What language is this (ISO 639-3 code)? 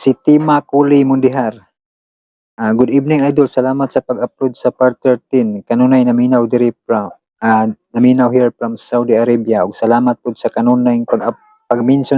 ceb